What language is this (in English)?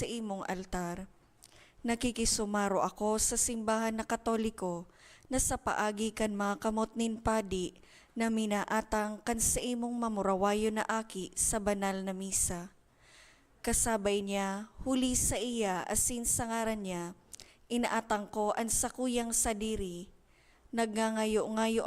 Bikol